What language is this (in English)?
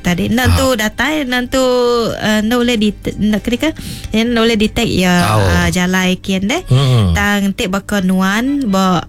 Iban